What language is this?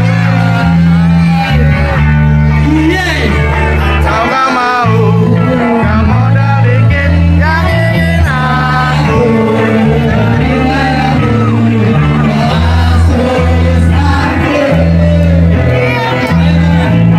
Indonesian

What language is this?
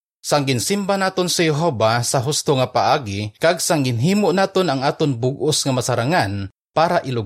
Hiligaynon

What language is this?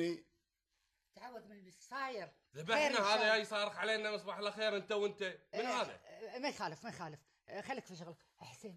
Gulf Arabic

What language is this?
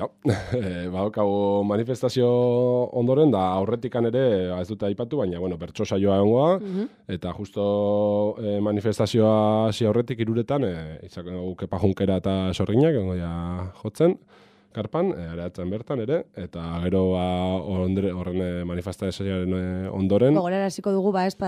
Basque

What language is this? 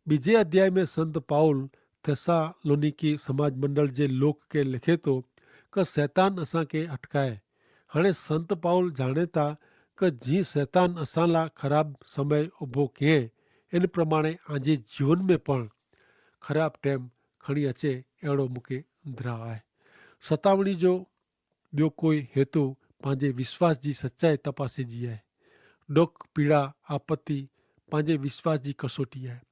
Kachhi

